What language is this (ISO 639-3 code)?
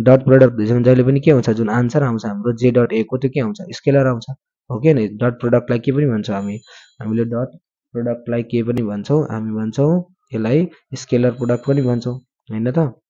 nep